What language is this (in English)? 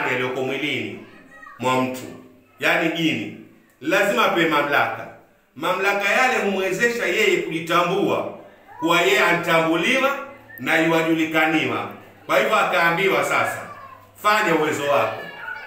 Swahili